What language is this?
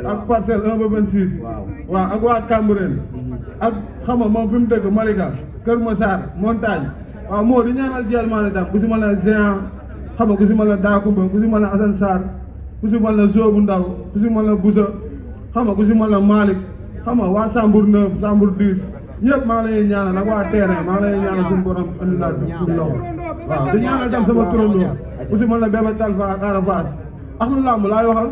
Wolof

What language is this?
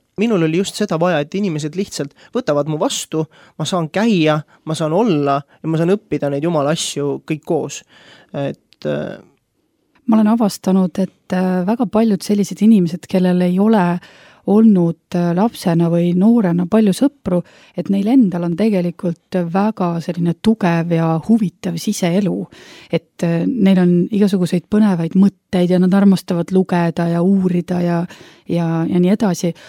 Estonian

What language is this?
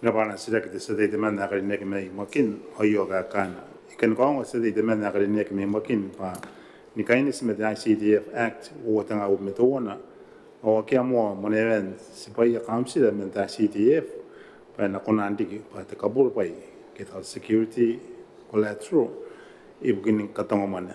Gilbertese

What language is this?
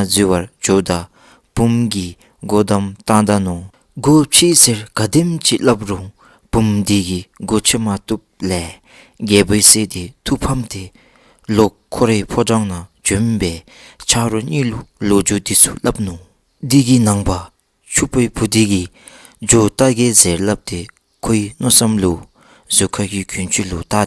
Dzongkha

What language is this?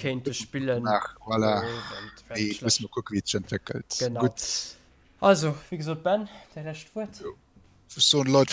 Luxembourgish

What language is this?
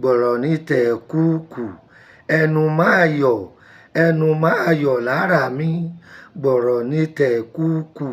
Yoruba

